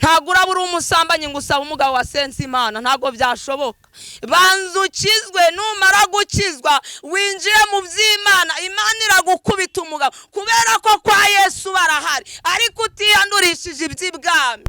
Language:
Kinyarwanda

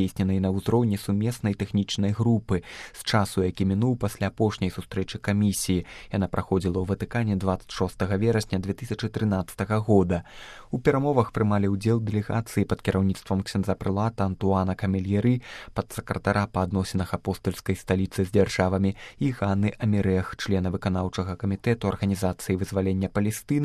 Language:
Belarusian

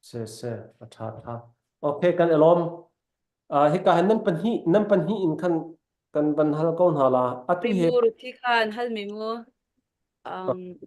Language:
Hakha Chin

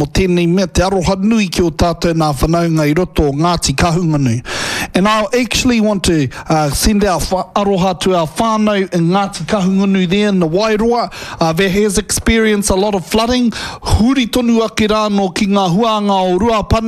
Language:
Māori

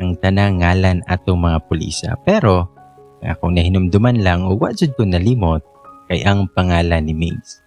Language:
Cebuano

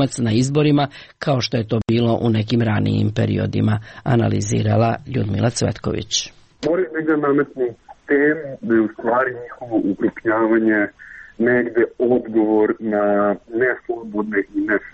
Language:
Serbian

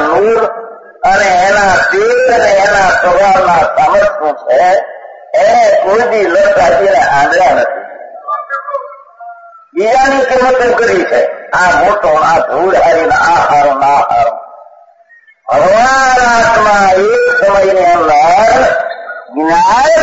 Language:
Gujarati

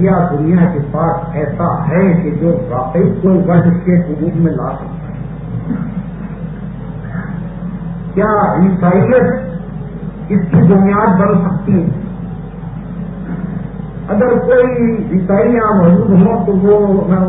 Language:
Urdu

